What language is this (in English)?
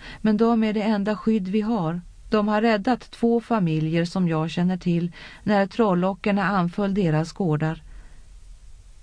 Swedish